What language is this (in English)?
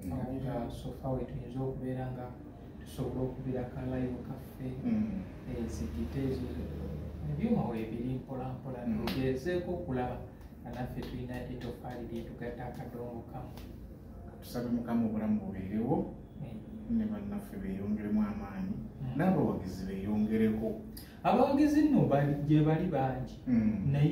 Ganda